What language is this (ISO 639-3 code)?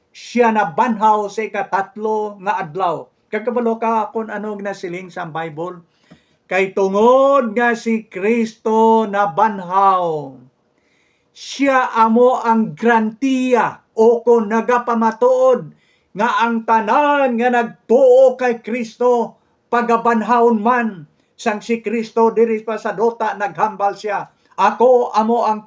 hil